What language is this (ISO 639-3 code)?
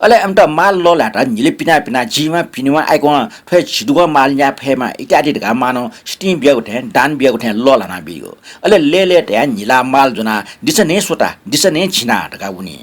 new